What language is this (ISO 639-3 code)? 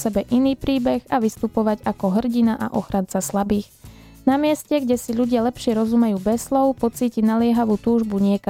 slk